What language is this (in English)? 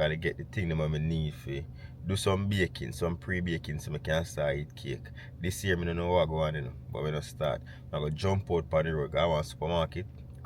Jamaican Creole English